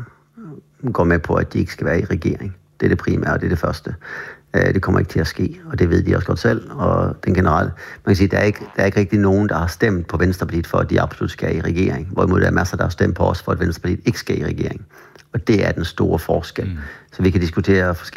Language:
Danish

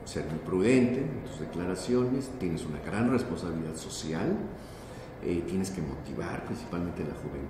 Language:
Spanish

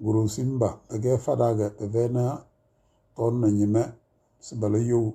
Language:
Tem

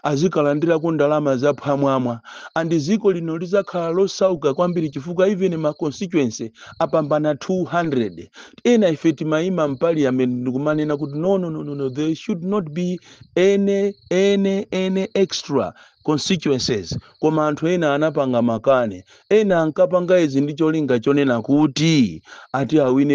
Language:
Nyanja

